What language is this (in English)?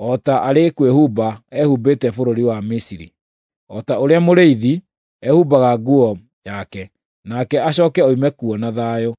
Kikuyu